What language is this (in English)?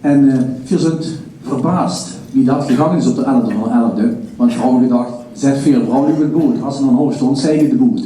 Limburgish